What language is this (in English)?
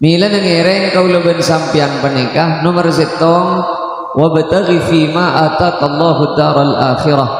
Madurese